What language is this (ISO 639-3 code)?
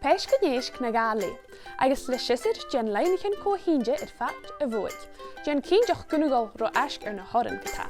gla